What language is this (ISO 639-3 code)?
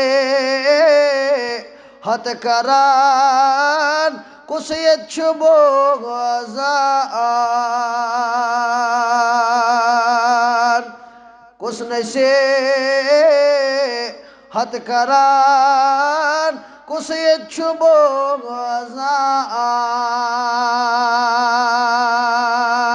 kas